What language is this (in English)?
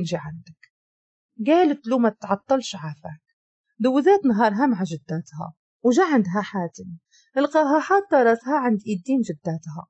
Moroccan Arabic